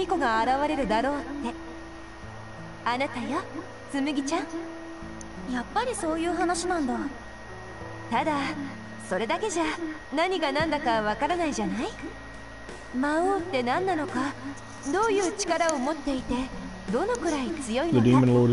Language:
Japanese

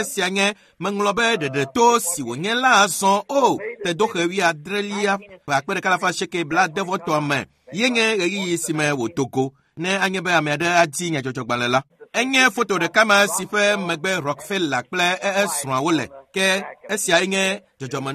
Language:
Ewe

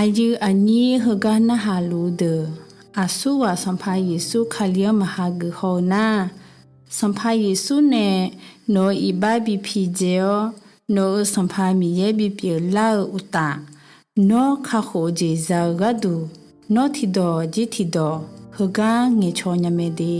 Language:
Akha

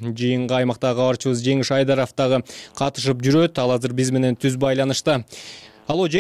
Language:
Kyrgyz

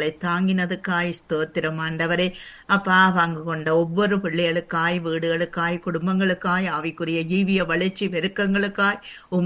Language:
Tamil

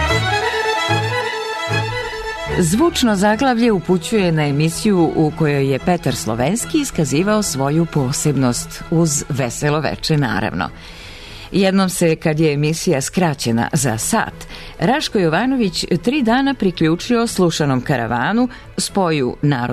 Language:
Serbian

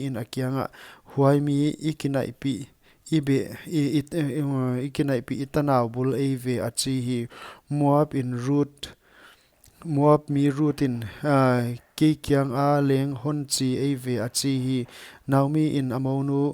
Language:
Paite Chin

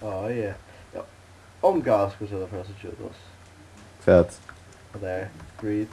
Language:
Faroese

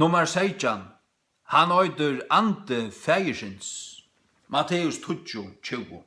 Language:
Faroese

